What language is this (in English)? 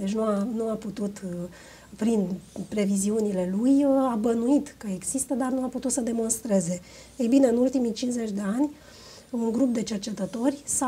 Romanian